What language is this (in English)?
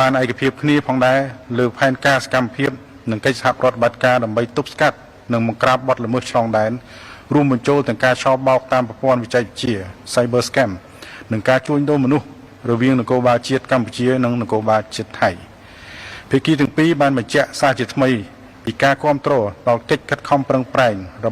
Khmer